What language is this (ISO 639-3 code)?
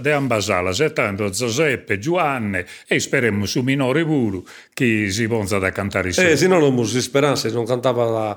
srd